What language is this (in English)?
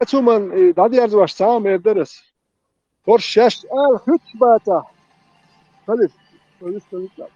Chechen